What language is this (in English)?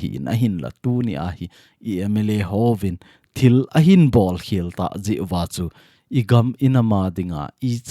Thado Chin